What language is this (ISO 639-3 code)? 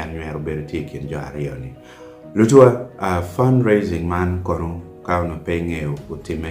ach